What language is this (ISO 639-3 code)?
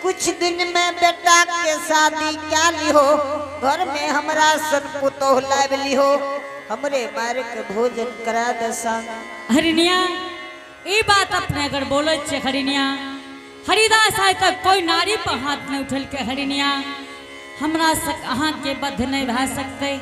anp